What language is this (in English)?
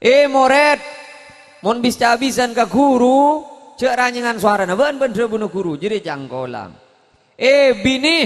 Madurese